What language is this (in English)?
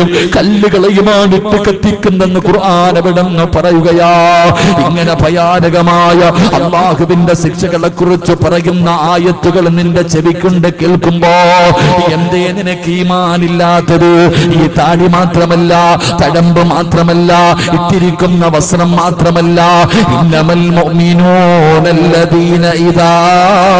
Malayalam